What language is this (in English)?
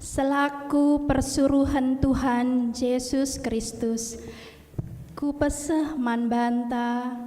Batak Karo